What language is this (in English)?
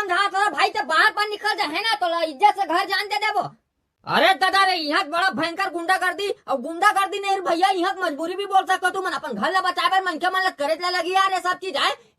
Chhattisgarhi